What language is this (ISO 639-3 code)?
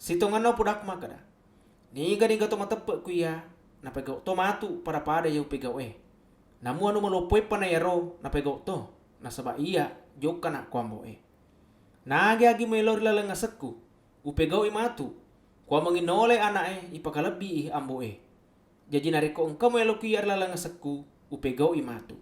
bug